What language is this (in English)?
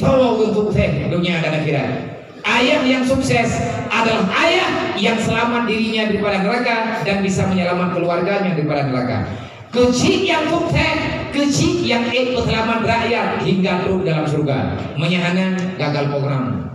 Achinese